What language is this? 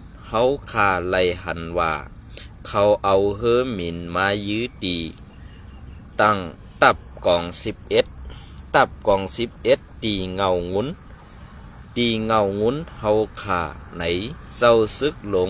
Shan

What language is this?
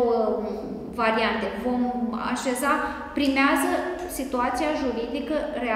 Romanian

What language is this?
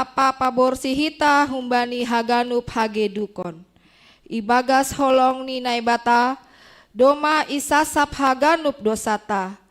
Batak Simalungun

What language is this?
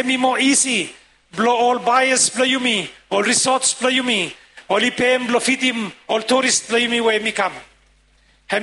Bislama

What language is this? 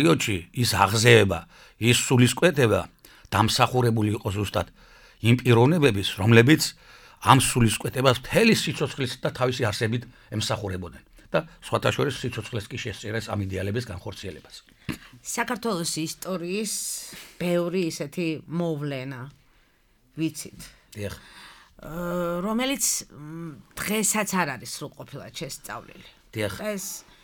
Georgian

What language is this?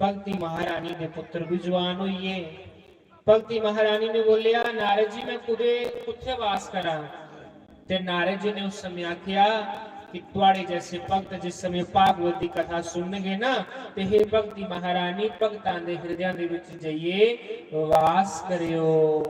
Dogri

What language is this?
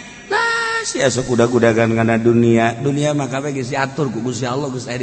Sundanese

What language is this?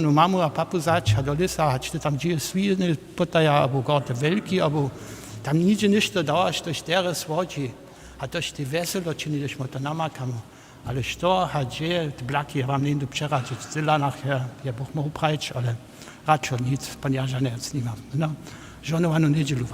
Upper Sorbian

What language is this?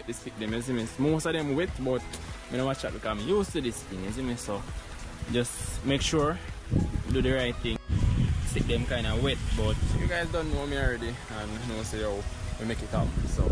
Jamaican Creole English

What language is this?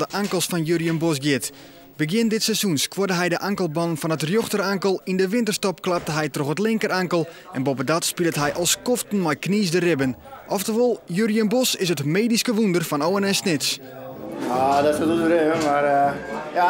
Western Frisian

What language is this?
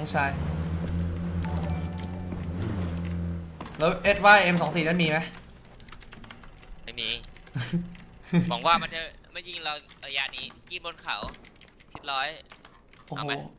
Thai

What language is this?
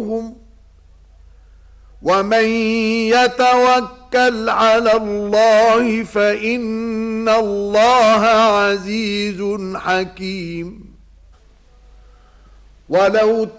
Arabic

